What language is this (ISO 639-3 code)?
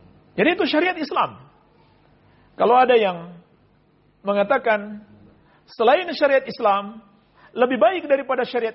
ind